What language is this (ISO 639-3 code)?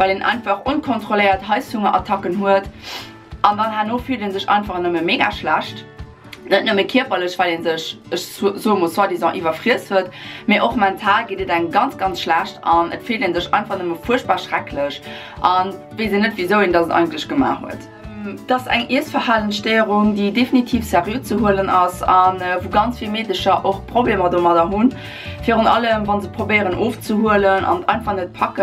ltz